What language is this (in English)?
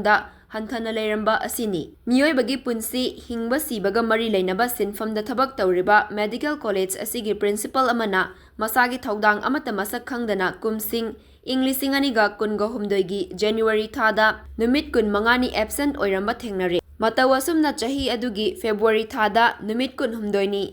Manipuri